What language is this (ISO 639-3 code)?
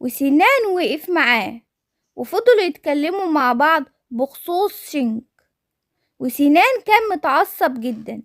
arz